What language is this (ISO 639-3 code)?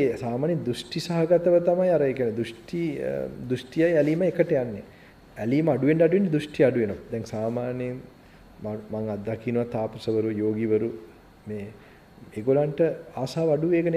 sin